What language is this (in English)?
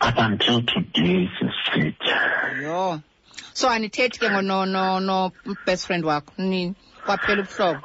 Xhosa